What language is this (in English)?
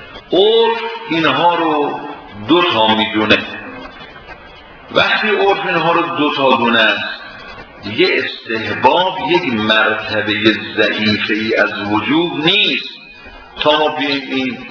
Persian